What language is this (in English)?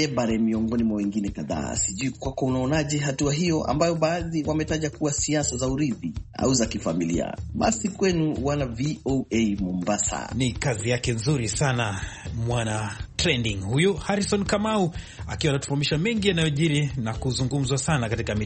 Swahili